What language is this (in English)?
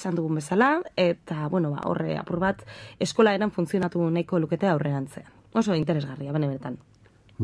Basque